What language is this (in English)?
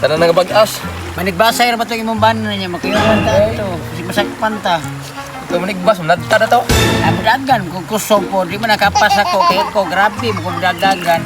Cebuano